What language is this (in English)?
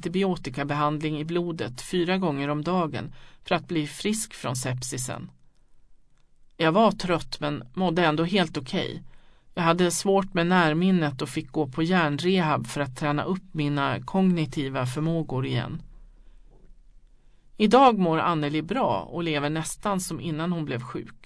Swedish